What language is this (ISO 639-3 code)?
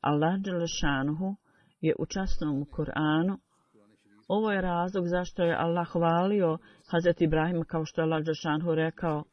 bos